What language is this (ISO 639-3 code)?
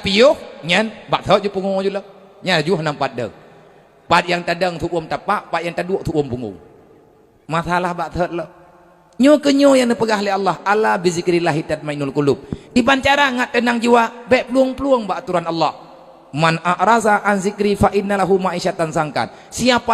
ace